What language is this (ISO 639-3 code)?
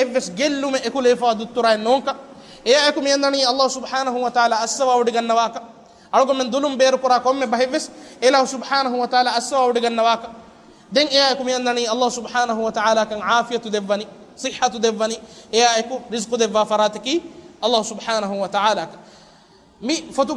div